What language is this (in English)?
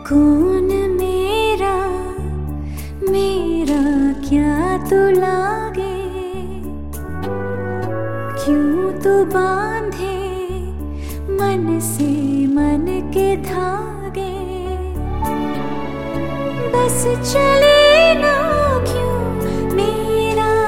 Hindi